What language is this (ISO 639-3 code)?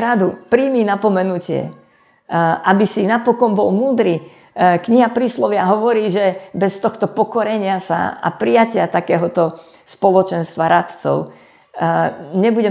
slk